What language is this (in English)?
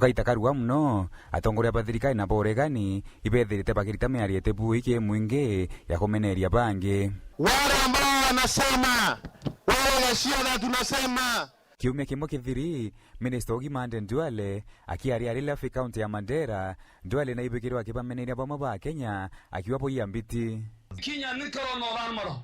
Meru